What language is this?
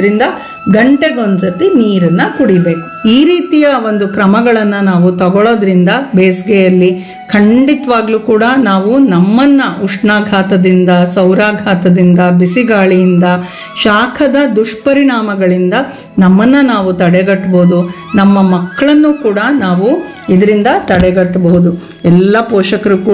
Kannada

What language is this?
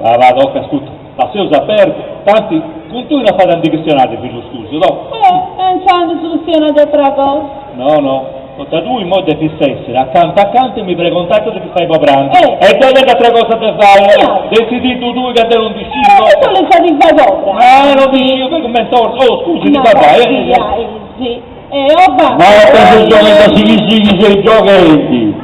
Sardinian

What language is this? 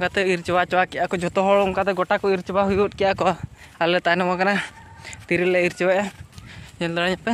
Santali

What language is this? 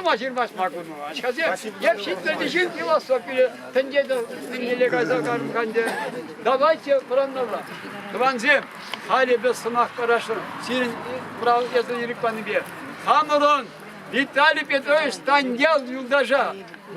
Chuvash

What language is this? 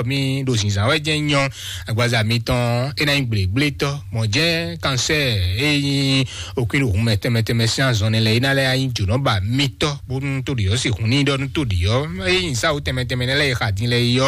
Fon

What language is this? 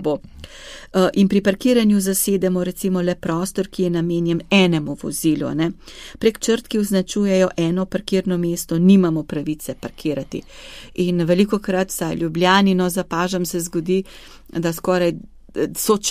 Slovenian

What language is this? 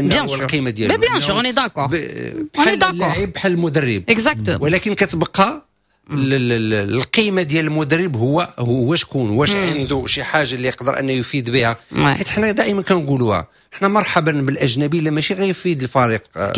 Moroccan Arabic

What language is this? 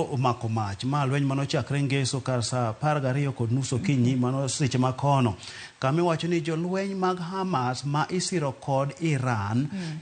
Luo (Kenya and Tanzania)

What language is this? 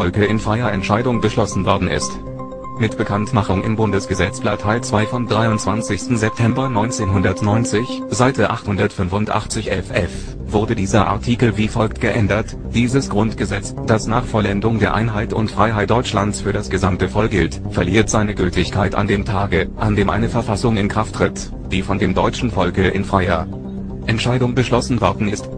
German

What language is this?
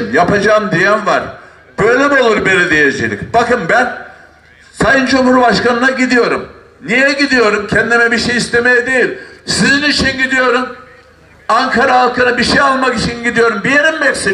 Turkish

